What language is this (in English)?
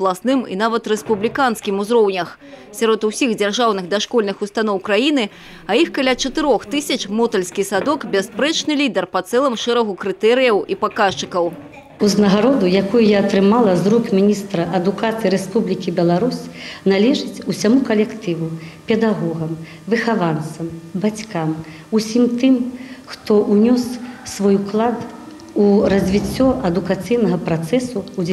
Belarusian